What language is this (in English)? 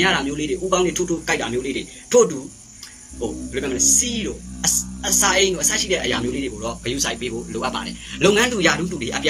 Burmese